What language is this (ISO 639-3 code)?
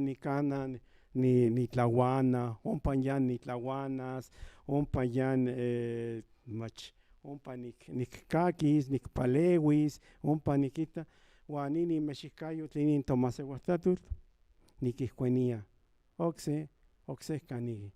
nhn